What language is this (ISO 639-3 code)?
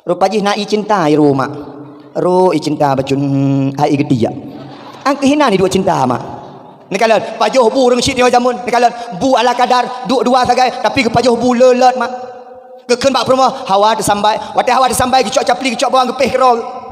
ace